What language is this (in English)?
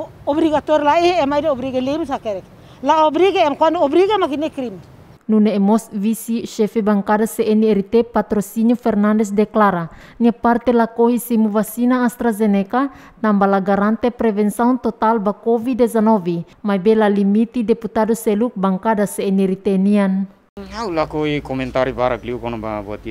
Tetum